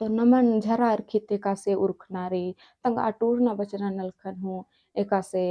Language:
Kurukh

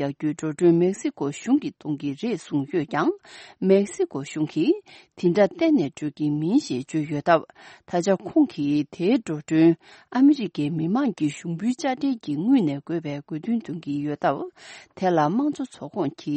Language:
Tibetan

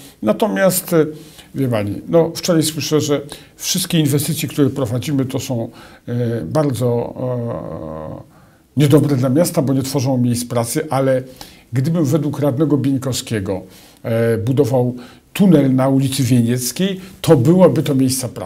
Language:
Polish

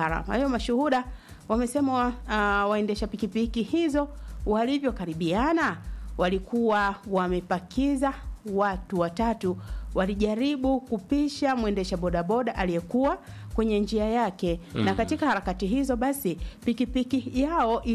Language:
Swahili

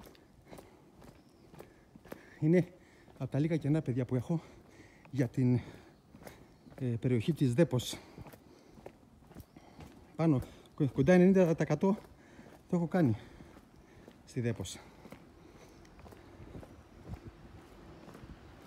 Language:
Greek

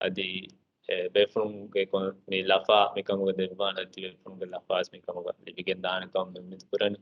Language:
Divehi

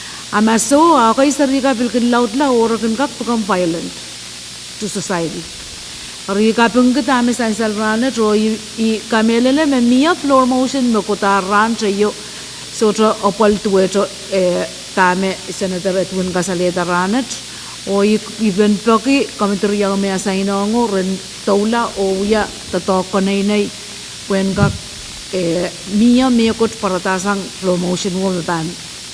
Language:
Pohnpeian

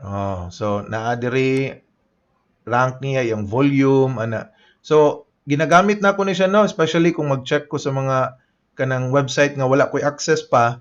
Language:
Cebuano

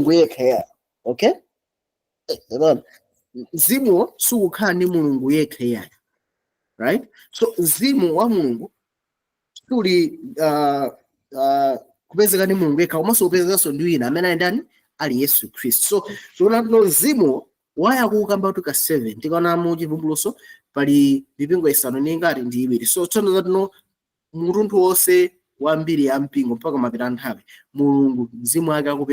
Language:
Nyanja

